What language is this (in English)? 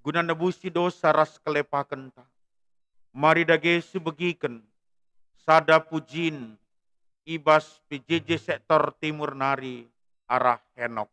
Batak Karo